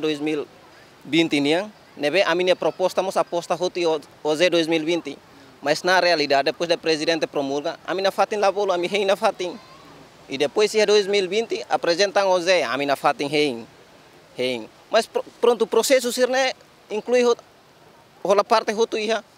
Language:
Tetum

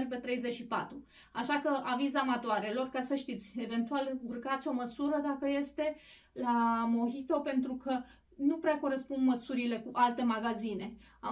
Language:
Romanian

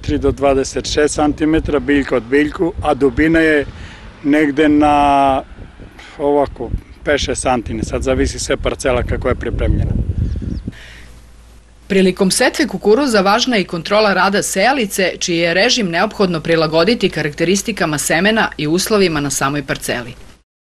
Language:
Serbian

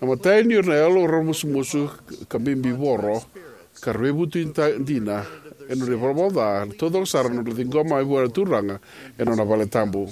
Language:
Fijian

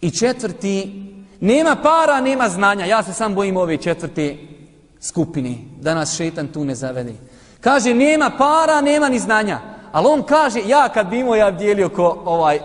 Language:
Bosnian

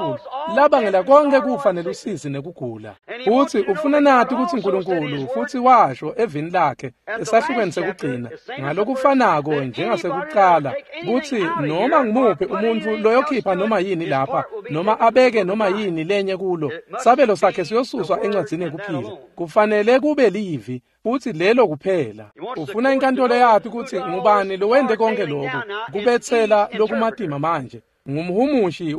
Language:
Swati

